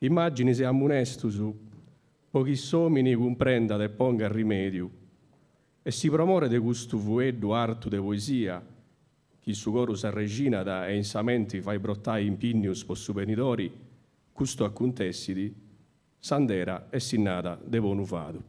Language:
Sardinian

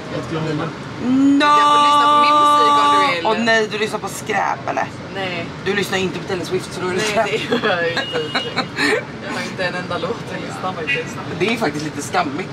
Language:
Swedish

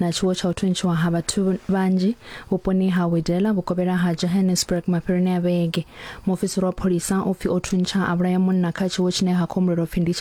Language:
Venda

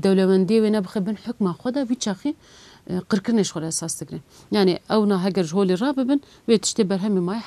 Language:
Kurdish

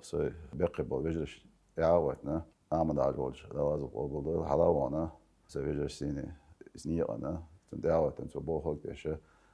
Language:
Chechen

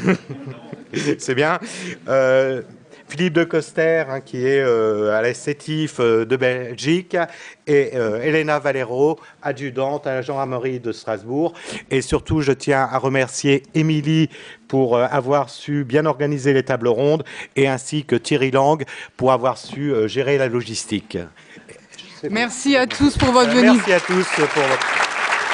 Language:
French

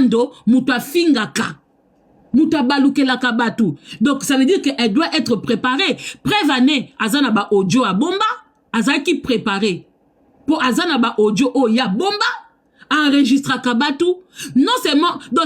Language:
Lingala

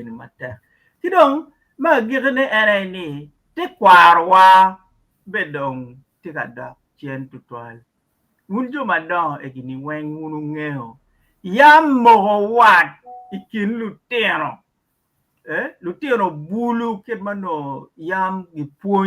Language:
Acoli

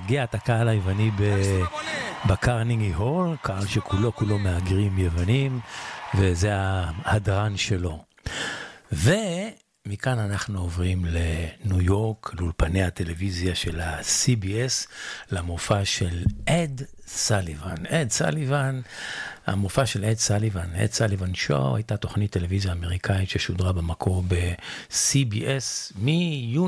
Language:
Hebrew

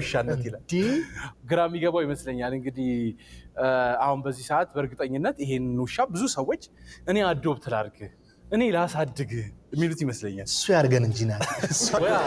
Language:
Amharic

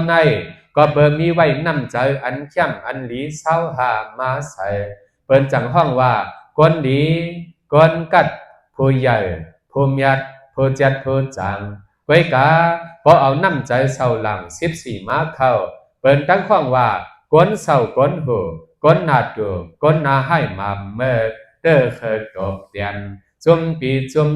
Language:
Shan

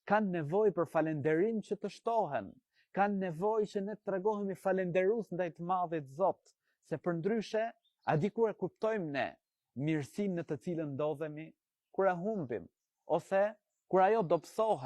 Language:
Albanian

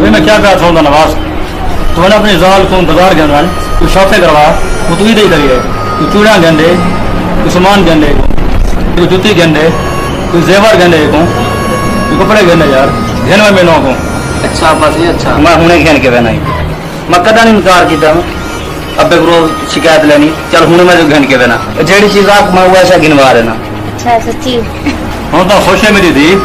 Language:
Saraiki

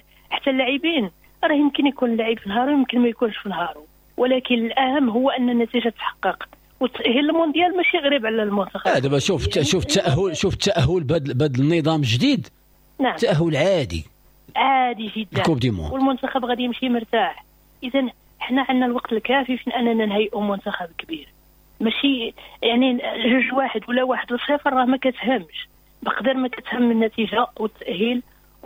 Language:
Moroccan Arabic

